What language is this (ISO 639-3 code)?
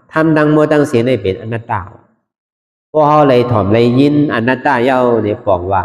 shn